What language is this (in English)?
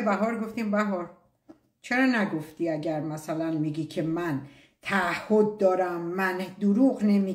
Persian